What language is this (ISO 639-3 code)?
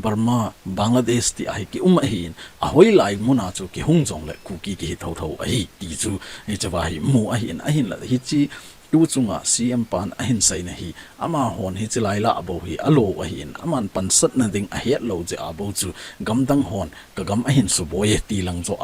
tcz